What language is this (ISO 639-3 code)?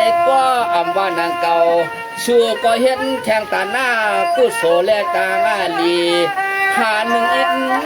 shn